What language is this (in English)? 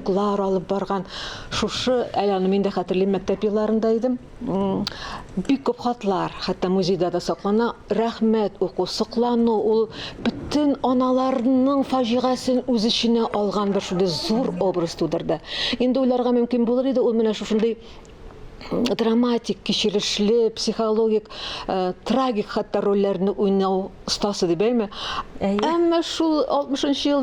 Tatar